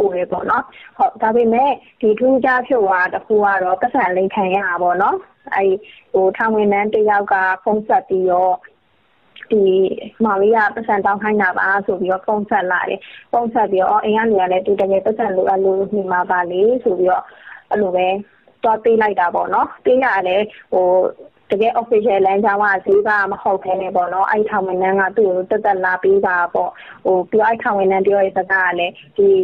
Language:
Burmese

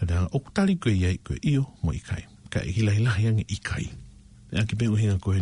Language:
Tongan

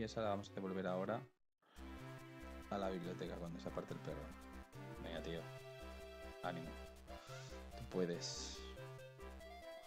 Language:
Spanish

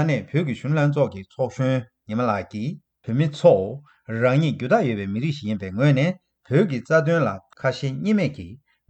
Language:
Tibetan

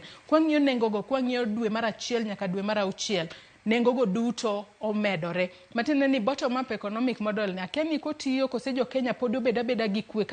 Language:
Luo (Kenya and Tanzania)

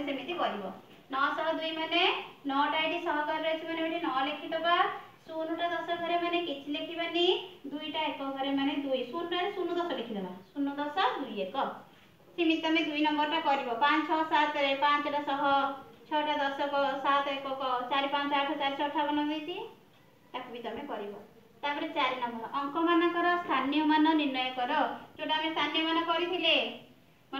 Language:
Odia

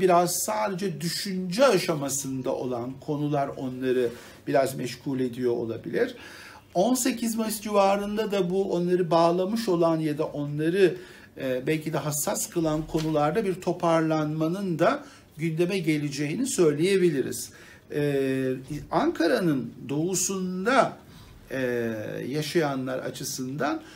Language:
Turkish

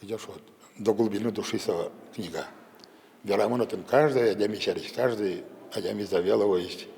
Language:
Udmurt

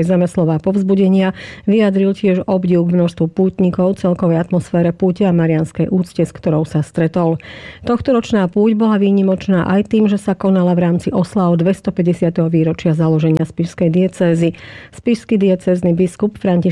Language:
Slovak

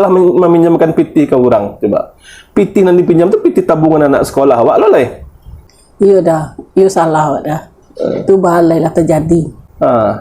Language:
Minangkabau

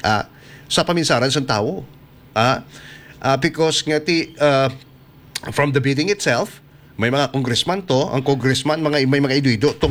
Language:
Hiligaynon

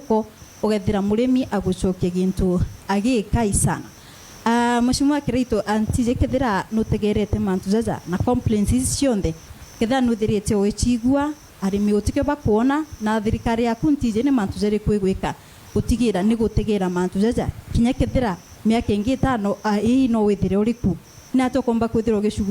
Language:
Meru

